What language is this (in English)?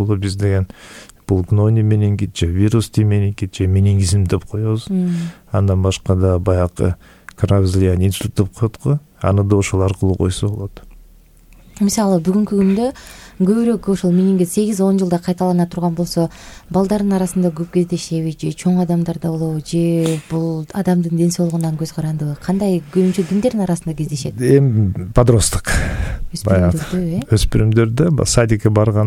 Kyrgyz